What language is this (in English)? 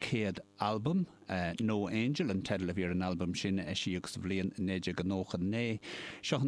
Irish